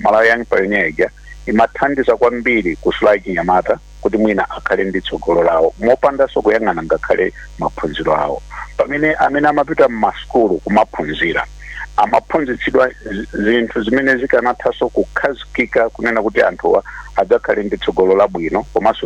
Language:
Nyanja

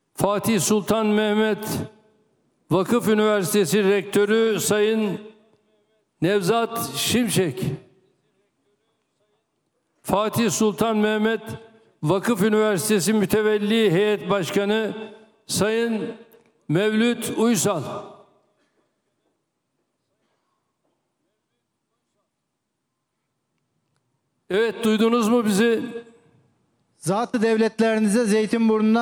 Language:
Turkish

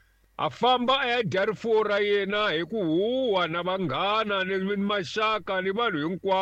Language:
Tsonga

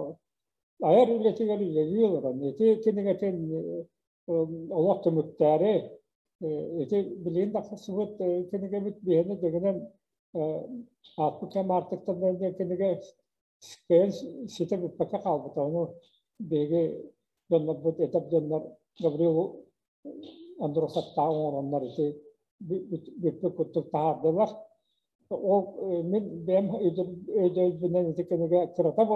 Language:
Yakut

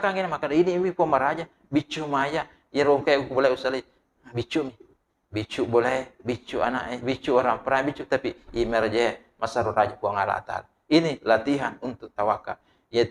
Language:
Buginese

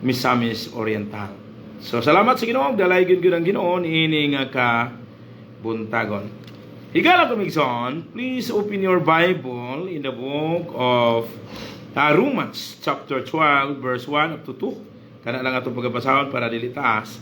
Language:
Cebuano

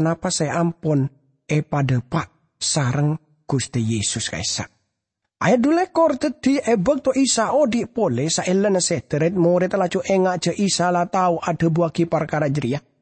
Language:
Madurese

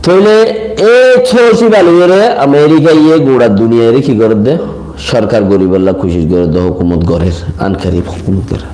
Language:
Rohingya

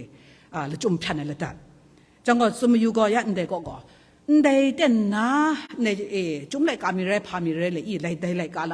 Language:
Kachin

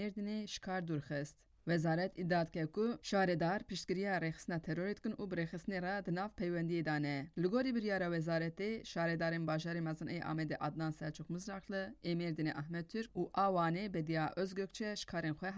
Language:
Kurdish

